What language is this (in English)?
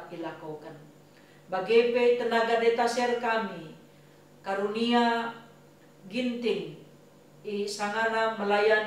Batak Karo